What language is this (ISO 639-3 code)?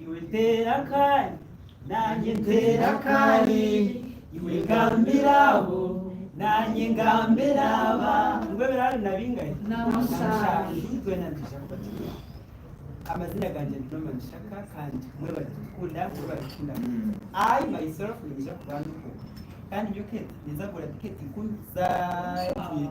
nyn